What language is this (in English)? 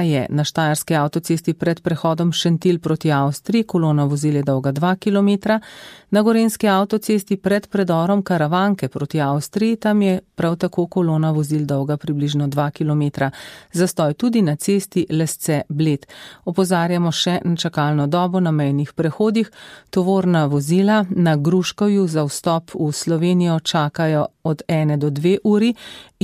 Slovenian